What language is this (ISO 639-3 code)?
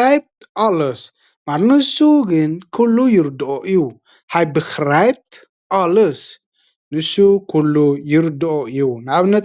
tir